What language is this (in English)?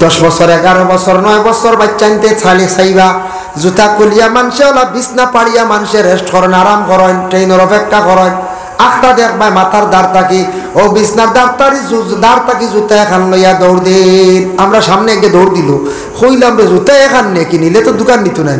Sylheti